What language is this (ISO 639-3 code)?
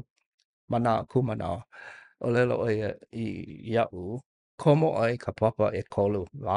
haw